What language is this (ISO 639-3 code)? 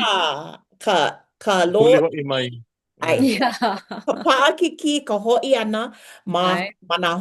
haw